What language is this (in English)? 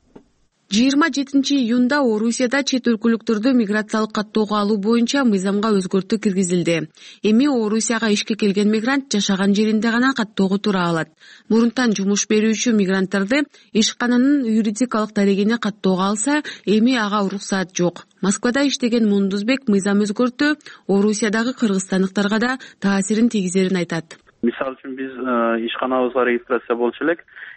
Kyrgyz